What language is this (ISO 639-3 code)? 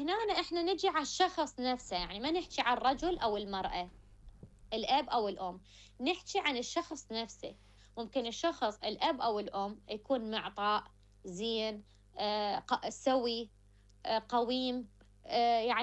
acm